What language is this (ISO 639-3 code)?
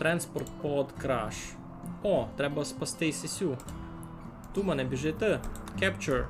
rue